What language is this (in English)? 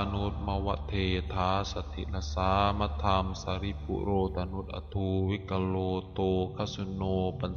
Pali